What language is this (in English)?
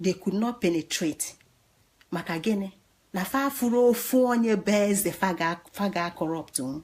Igbo